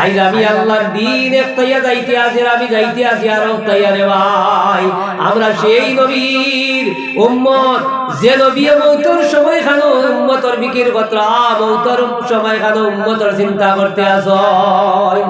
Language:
Sylheti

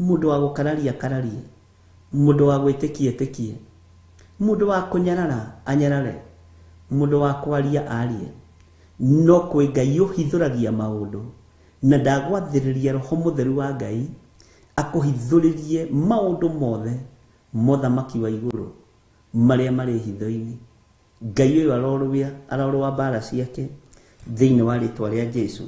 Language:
Kikuyu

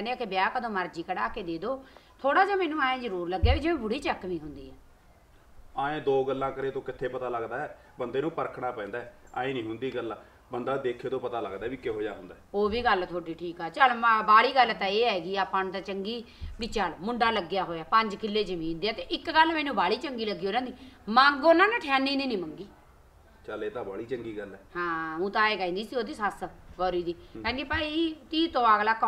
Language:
Punjabi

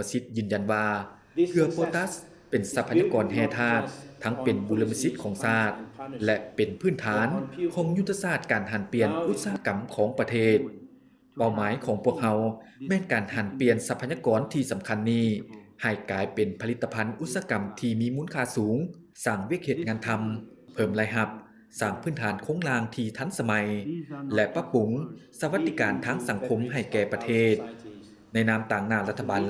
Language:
Lao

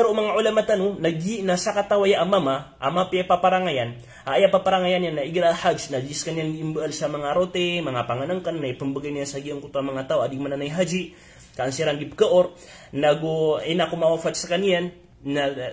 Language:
Maranao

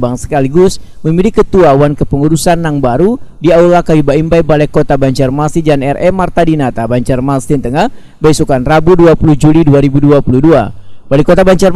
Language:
Banjar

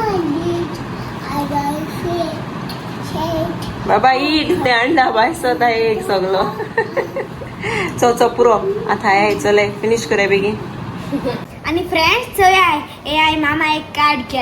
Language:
Konkani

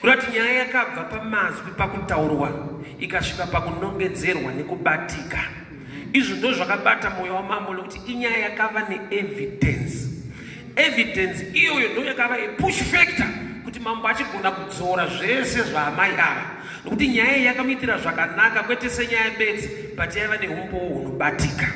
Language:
Shona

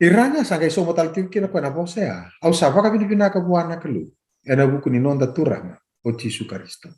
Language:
Fijian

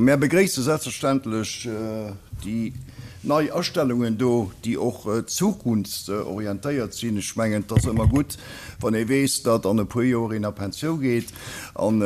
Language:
Luxembourgish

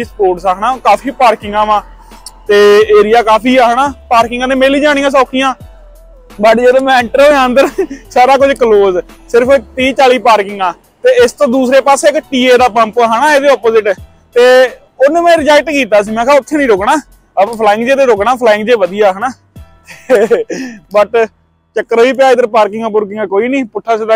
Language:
Punjabi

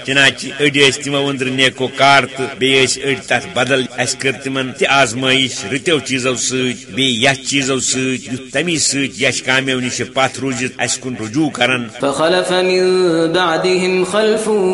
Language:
Kashmiri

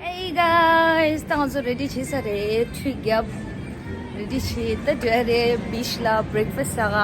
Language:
Tibetan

